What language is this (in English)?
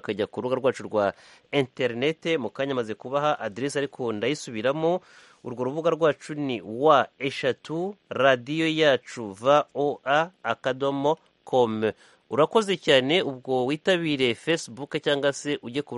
Kinyarwanda